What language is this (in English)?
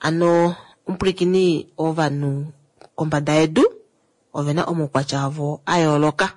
Kuanyama